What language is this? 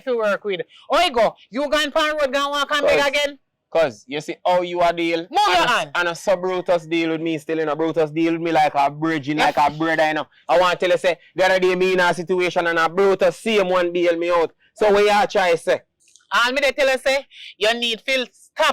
Jamaican Creole English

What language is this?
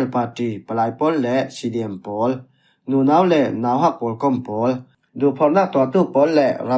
Falam Chin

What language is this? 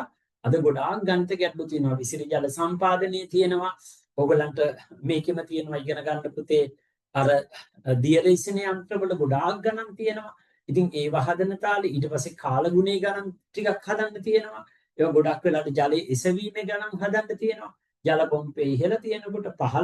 Sinhala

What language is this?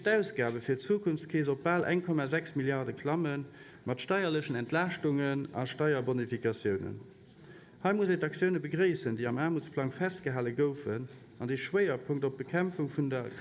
Luxembourgish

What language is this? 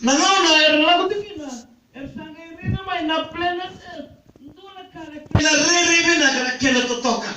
Fijian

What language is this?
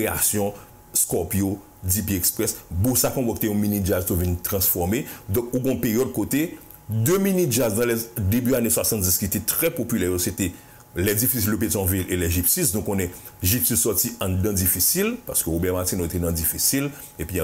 Haitian Creole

